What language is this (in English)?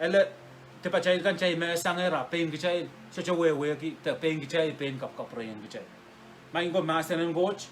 Pohnpeian